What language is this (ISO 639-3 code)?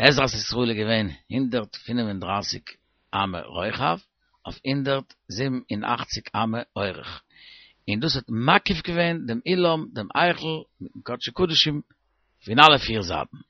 yid